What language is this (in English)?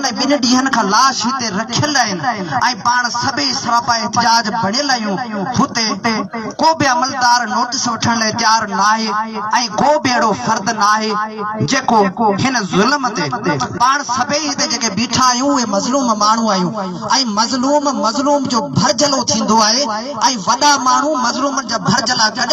Sindhi